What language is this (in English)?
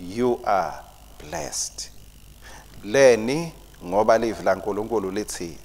Swati